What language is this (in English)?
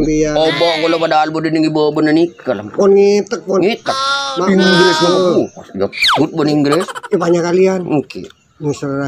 Madurese